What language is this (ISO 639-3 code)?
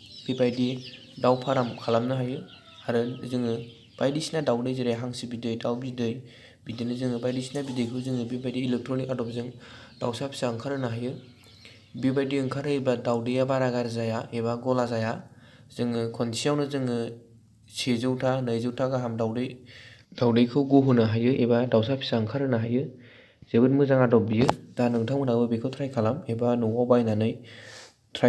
brx